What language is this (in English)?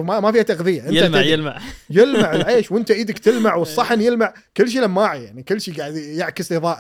Gulf Arabic